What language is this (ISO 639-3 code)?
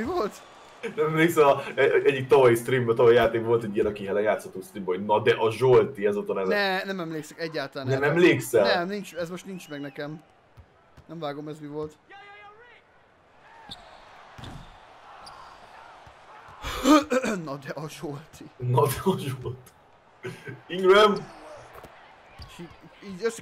hun